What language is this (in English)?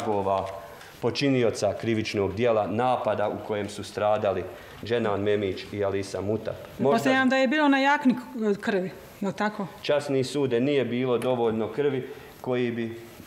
Bosnian